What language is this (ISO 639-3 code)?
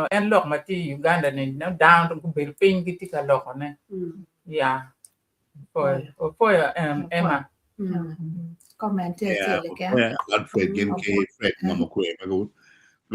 ach